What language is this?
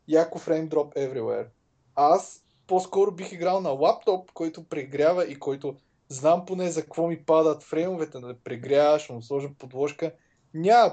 Bulgarian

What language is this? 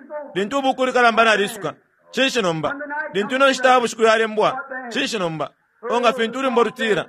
Bemba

